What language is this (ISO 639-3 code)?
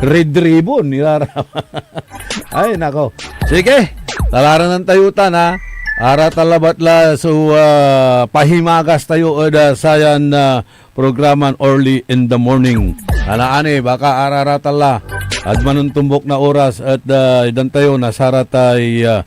pag